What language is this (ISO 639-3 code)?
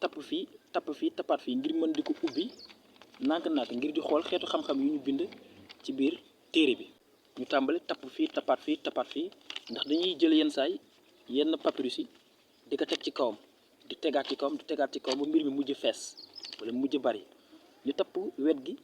wol